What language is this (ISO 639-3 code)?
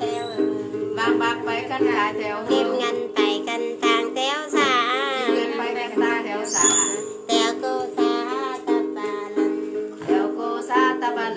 vie